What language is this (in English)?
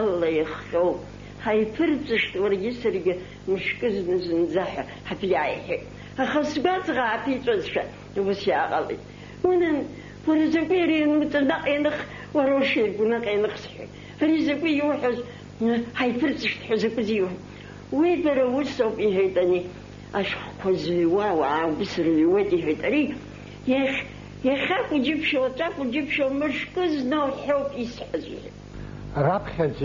Abkhazian